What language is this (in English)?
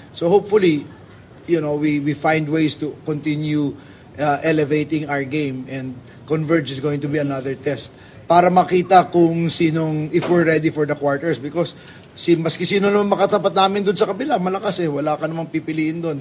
Filipino